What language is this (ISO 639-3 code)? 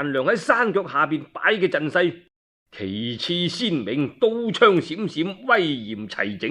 yue